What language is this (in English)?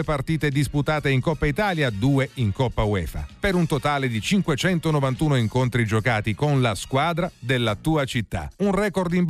Italian